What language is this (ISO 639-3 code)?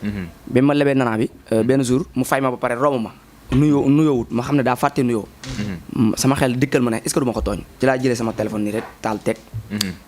wol